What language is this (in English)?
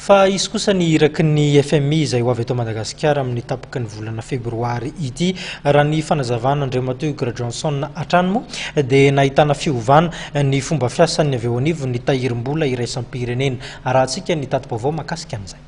Malagasy